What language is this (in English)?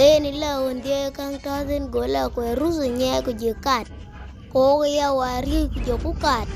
Dinka